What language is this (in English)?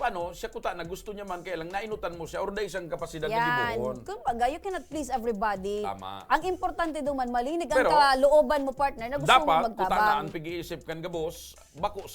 Bikol